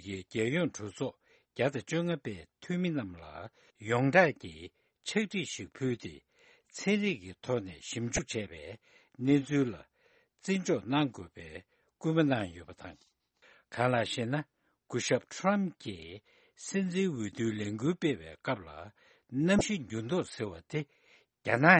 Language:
Tibetan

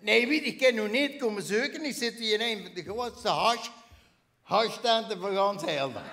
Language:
Limburgish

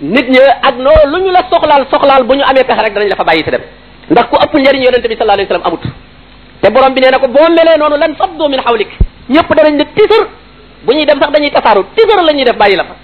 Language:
Wolof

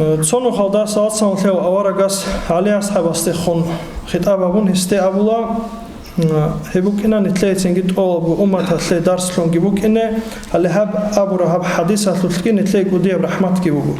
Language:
Avaric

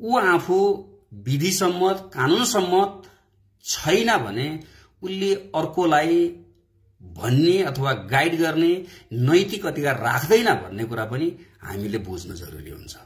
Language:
Nepali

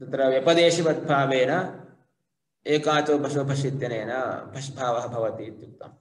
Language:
Sanskrit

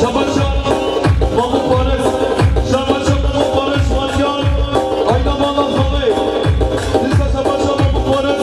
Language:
Kurdish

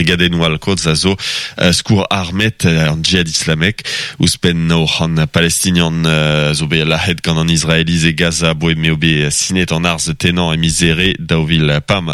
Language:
Breton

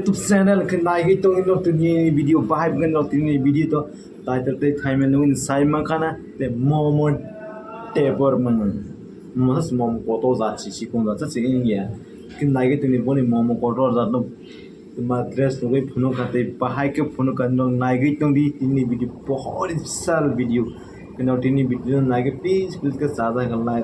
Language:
Kok Borok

